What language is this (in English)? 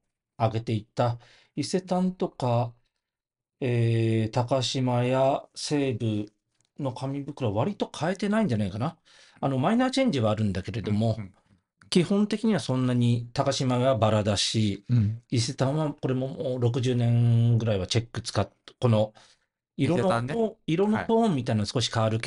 Japanese